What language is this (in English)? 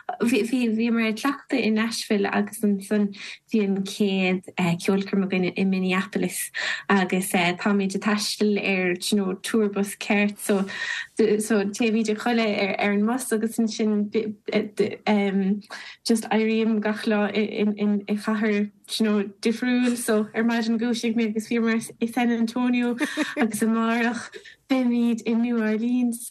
Irish